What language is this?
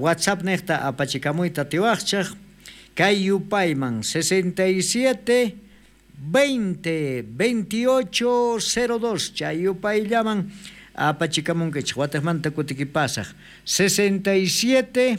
South Bolivian Quechua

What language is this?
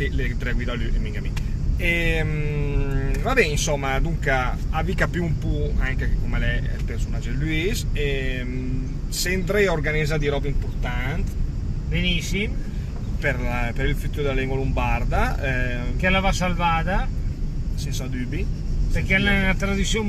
Lombard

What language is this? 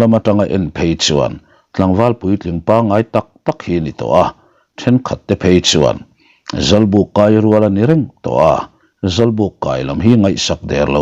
Mizo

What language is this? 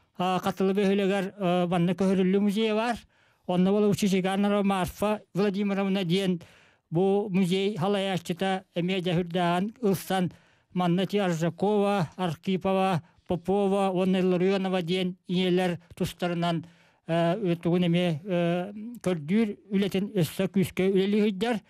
Yakut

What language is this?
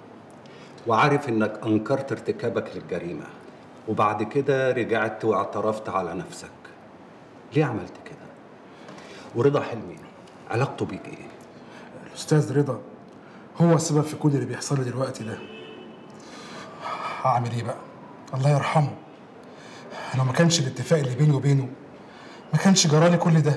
Egyptian Arabic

